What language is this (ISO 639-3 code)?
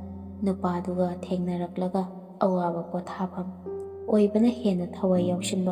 mni